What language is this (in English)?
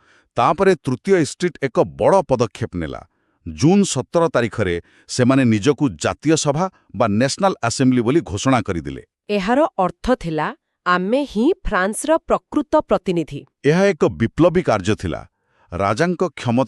Odia